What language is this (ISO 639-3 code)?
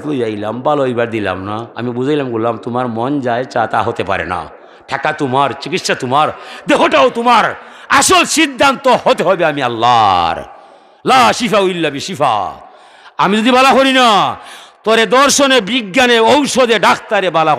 syl